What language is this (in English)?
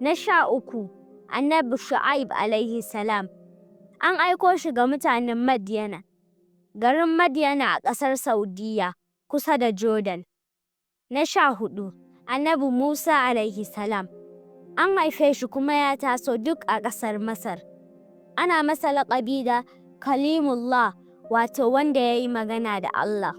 Hausa